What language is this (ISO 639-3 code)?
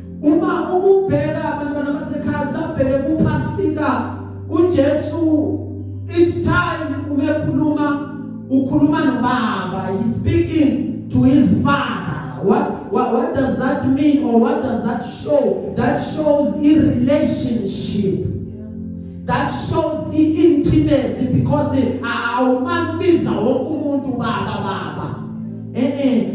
zul